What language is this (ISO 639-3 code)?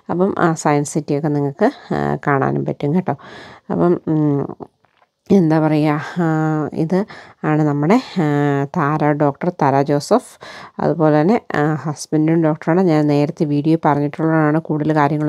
mal